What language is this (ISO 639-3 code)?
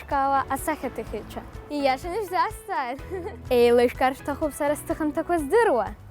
abk